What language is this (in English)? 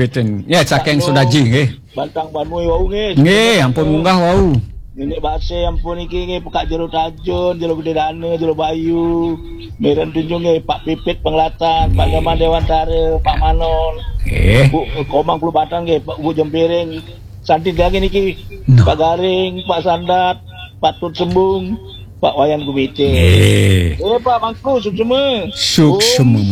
Balinese